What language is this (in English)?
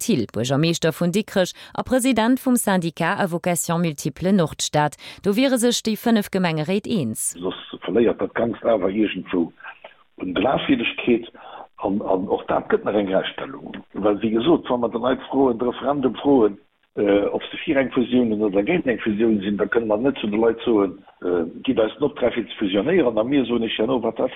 Luxembourgish